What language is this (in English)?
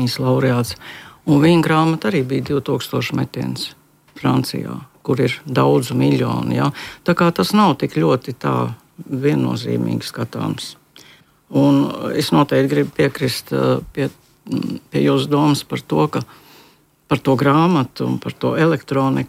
Latvian